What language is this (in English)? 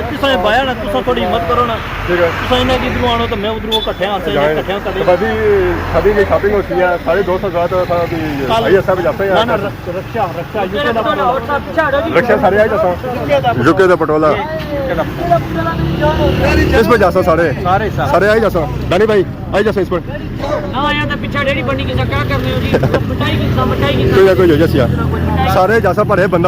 Pahari-Potwari